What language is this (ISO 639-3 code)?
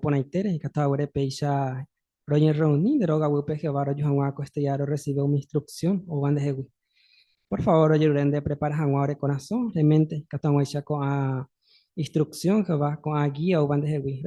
grn